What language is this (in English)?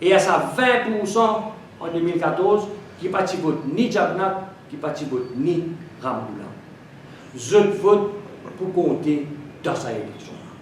Morisyen